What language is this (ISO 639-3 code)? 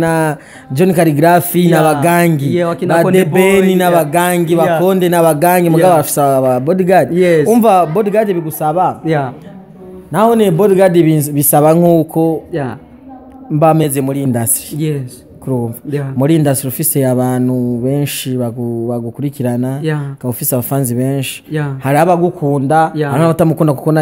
run